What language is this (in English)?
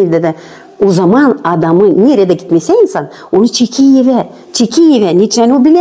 Gagauz